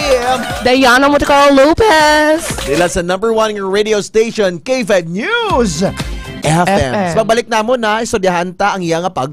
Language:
Hiligaynon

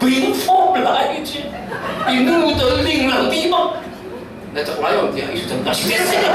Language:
Falam Chin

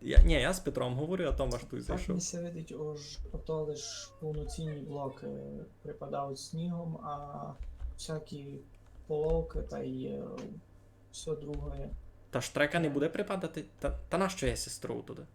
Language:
Rusyn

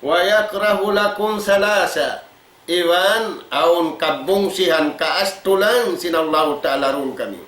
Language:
Tausug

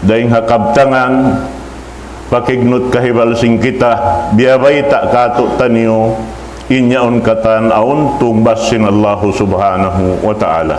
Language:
Tausug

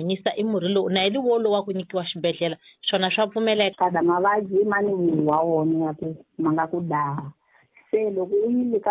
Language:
Tsonga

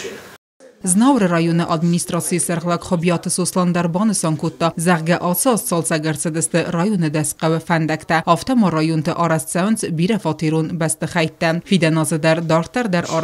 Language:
Ossetic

